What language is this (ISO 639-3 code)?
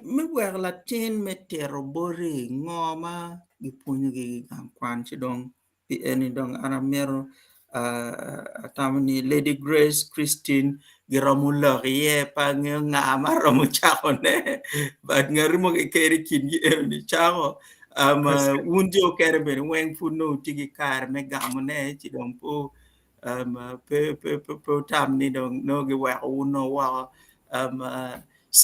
ach